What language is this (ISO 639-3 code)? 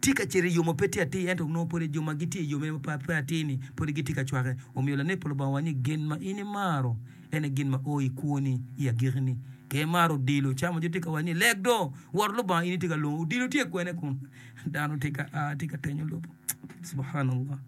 ach